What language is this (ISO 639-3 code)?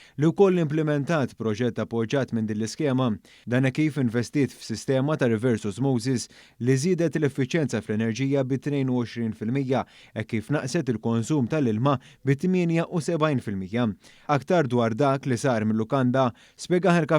mlt